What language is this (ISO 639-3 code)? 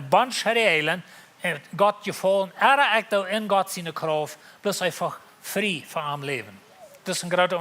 pdt